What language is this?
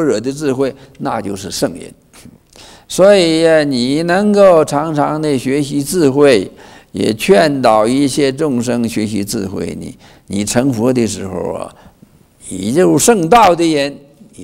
Chinese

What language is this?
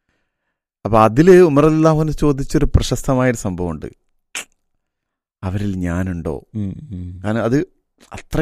Malayalam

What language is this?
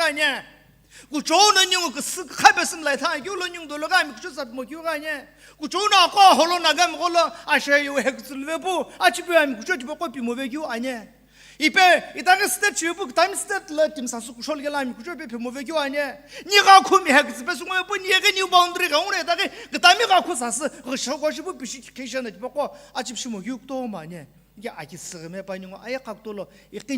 Sumi Naga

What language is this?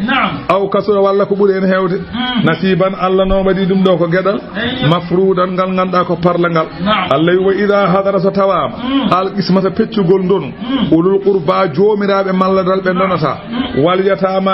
Fula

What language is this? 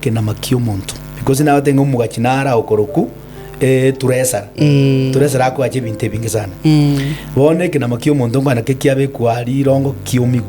Gusii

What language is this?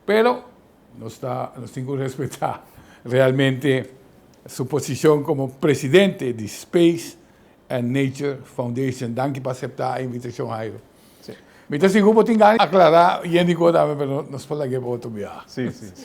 Papiamento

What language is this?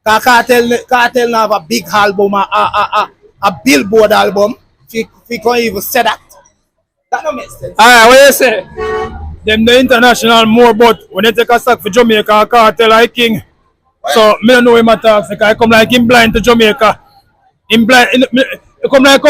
Jamaican Creole English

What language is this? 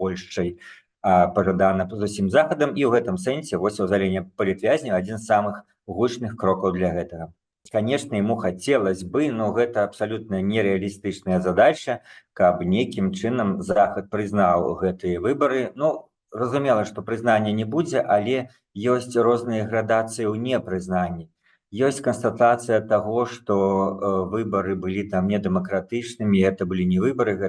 Belarusian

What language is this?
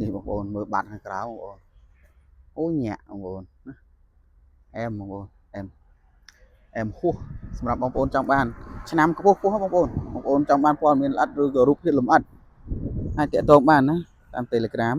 Khmer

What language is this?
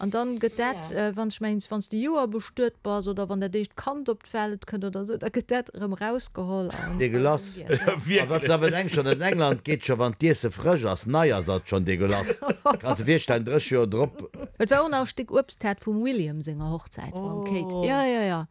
Luxembourgish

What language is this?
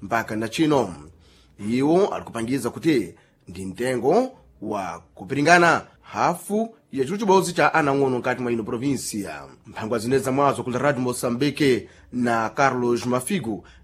Sena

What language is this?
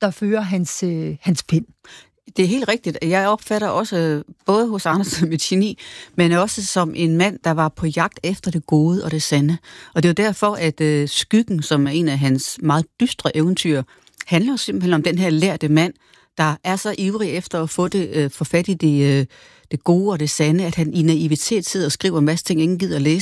Danish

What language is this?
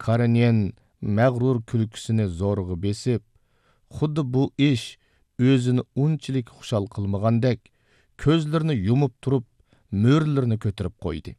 Uyghur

